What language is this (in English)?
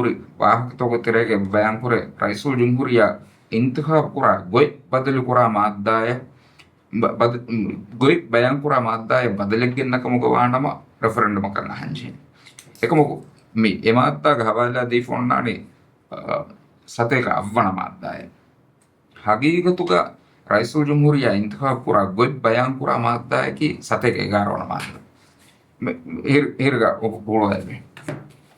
Divehi